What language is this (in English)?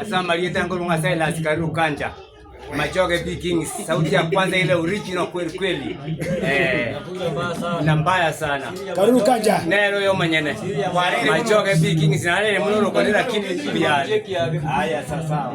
Gusii